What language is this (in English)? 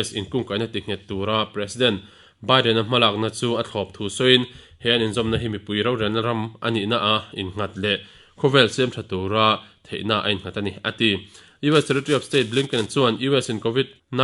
Mizo